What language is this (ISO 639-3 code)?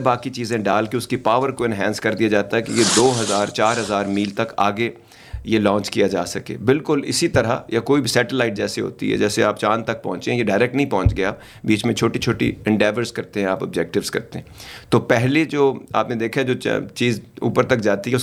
urd